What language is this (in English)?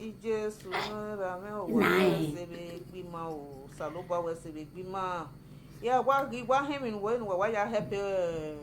Nigerian Pidgin